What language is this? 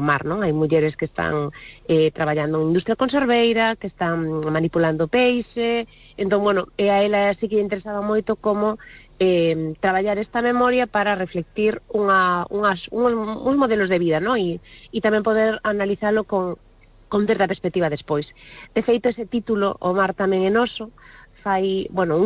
Galician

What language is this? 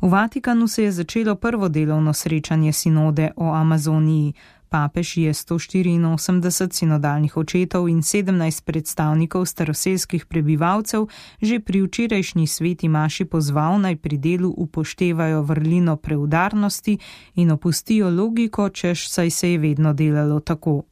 Slovenian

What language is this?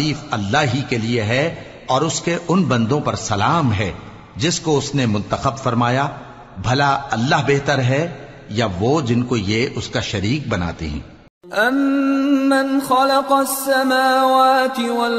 Urdu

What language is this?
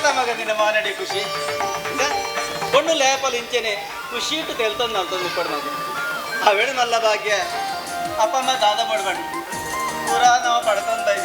Tulu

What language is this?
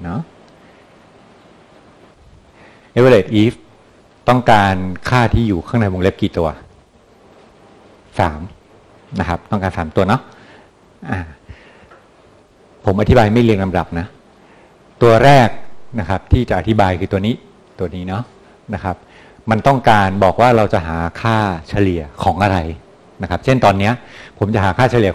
Thai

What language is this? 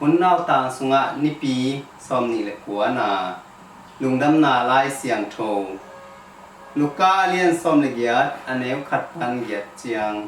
Tedim Chin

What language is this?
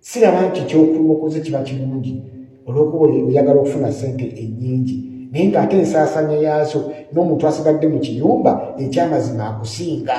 Ganda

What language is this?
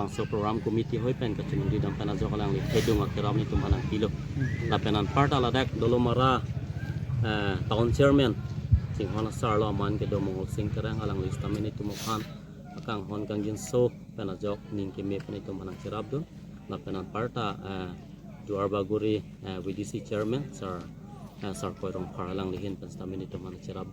Karbi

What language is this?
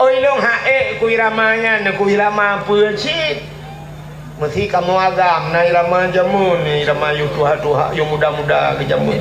Achinese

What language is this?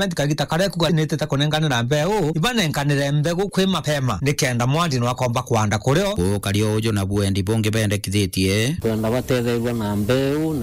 Meru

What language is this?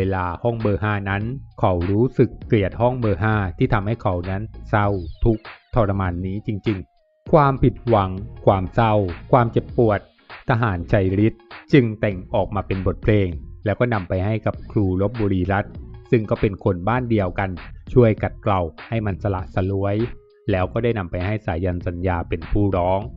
Thai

